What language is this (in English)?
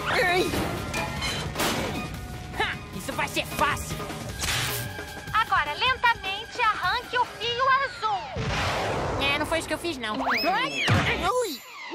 Portuguese